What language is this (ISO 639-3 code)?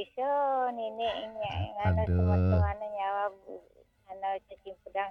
ban